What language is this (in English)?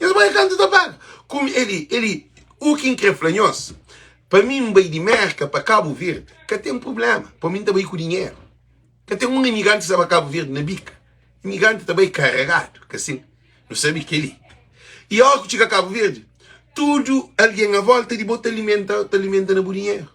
Kabuverdianu